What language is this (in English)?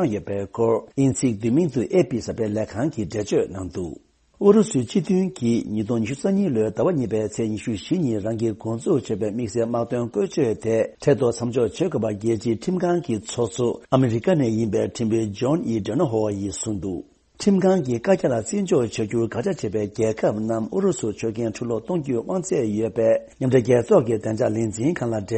Tibetan